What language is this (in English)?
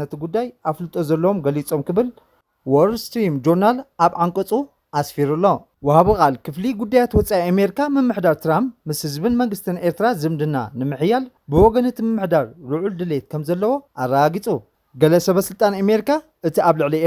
Tigrinya